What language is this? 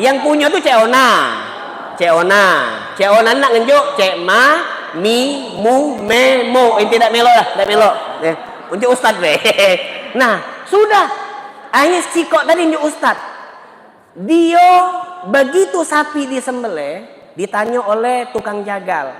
Musi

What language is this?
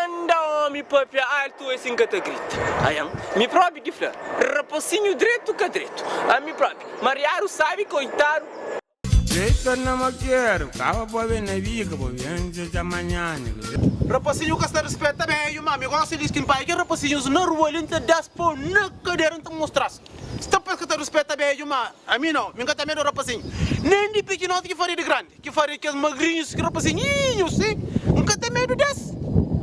Kabuverdianu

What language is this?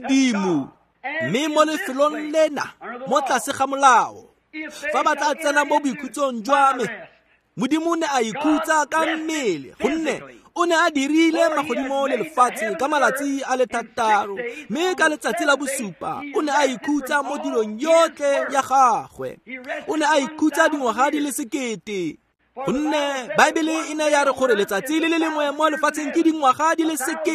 Tswana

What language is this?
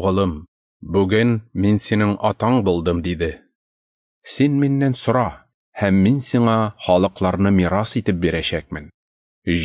Tatar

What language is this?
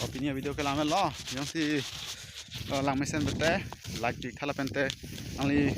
Karbi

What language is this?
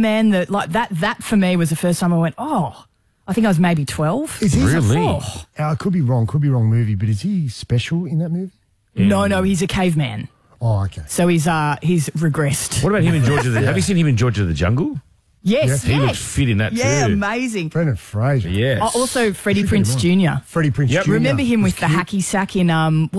English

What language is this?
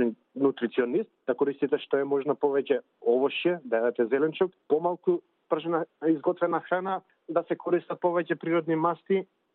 Macedonian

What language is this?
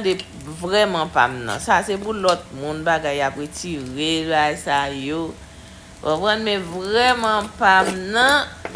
Haitian Creole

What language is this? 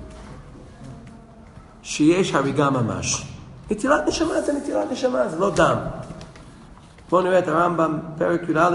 Hebrew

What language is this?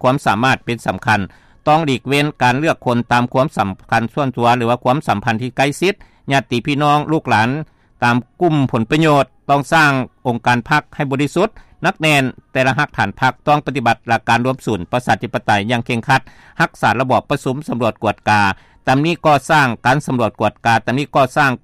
Lao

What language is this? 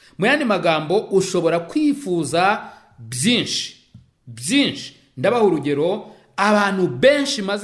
Kinyarwanda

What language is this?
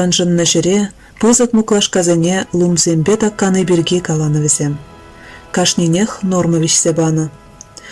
Chuvash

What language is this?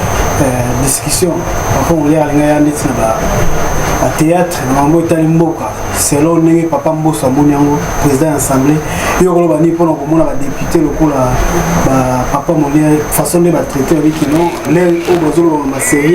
Lingala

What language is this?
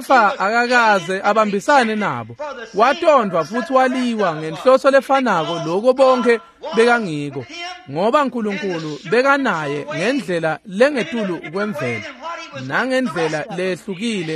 Swati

